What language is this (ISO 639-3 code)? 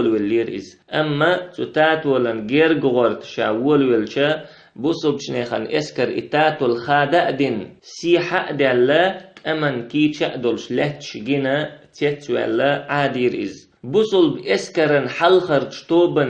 che